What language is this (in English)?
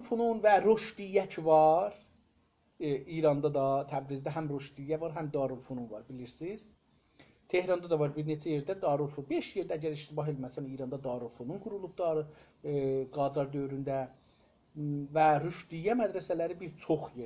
South Azerbaijani